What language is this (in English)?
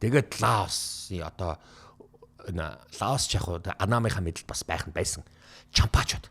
Mongolian